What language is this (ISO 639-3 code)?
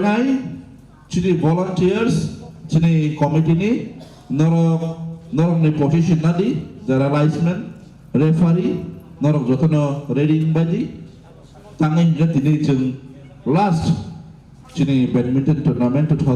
trp